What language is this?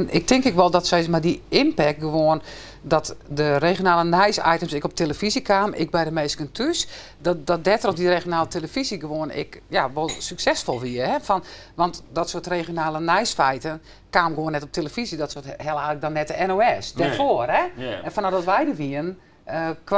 Western Frisian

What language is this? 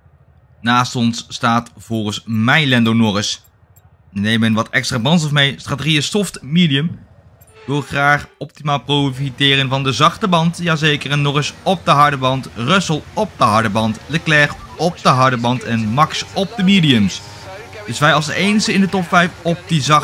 Dutch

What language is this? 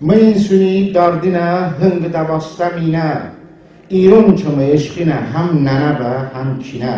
Talysh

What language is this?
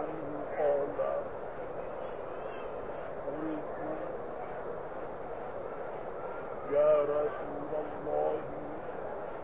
Malay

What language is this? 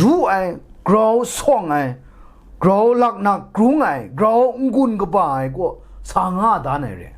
Kachin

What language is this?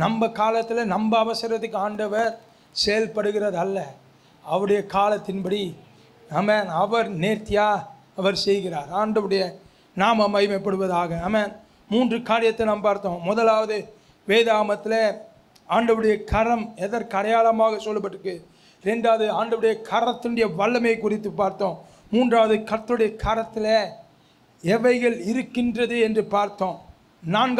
Tamil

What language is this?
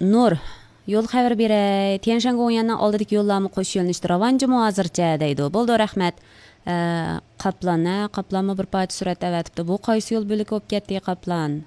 Uyghur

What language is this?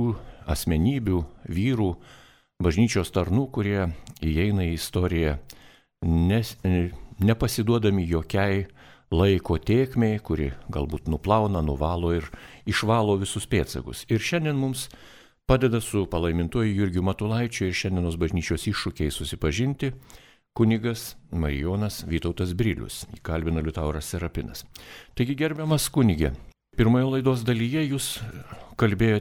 Lithuanian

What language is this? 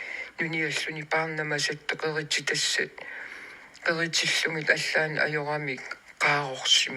Kalaallisut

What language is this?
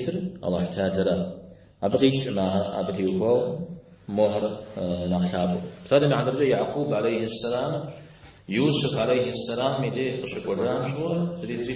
Kabardian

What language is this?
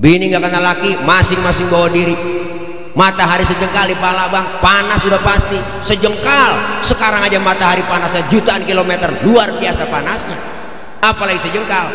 Betawi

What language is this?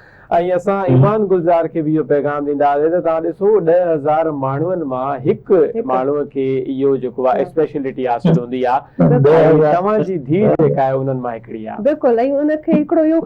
Sindhi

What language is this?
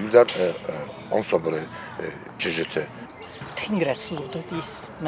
Ossetic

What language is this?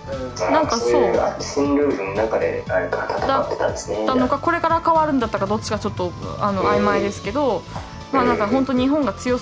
Japanese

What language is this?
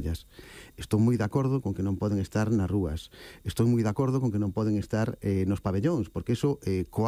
Galician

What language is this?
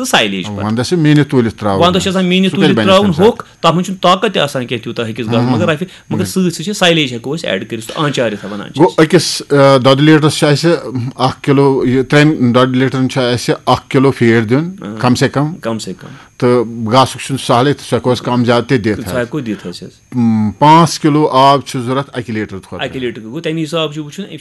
Kashmiri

